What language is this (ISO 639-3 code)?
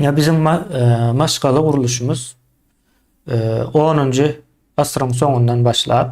tuk